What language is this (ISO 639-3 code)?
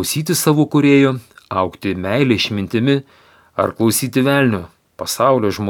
lit